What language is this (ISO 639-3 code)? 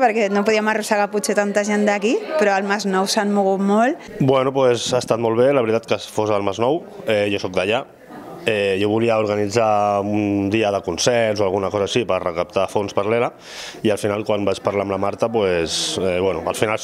cat